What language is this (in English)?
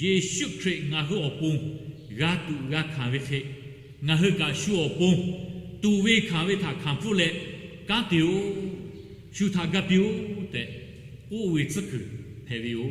Lahu